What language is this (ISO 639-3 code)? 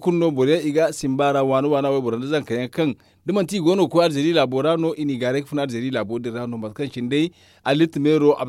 dje